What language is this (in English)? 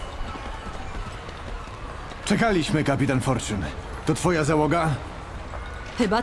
Polish